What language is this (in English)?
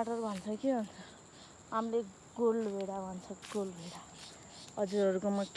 Nepali